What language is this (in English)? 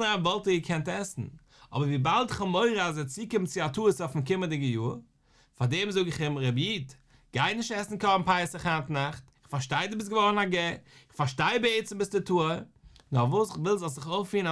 Yiddish